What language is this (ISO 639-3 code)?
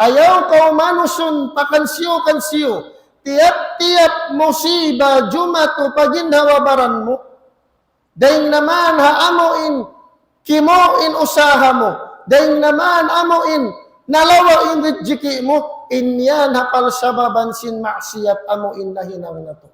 tsg